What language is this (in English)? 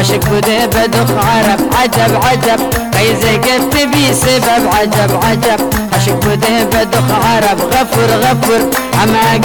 Persian